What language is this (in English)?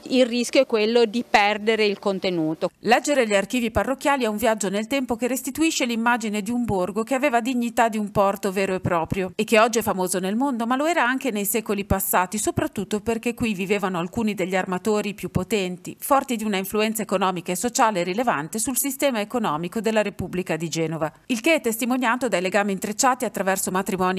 Italian